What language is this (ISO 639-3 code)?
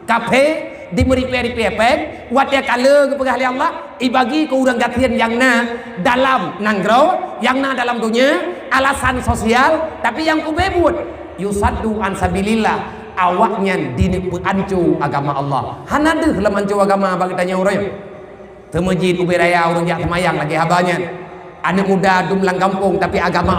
ace